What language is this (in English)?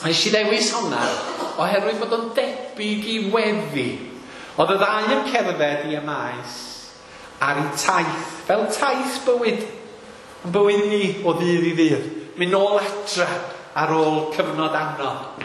Welsh